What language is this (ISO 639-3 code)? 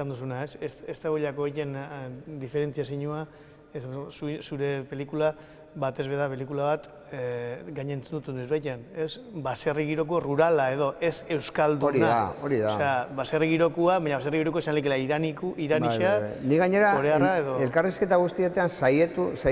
eus